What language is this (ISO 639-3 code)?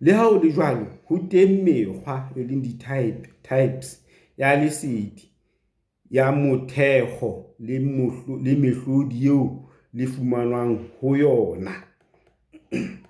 sot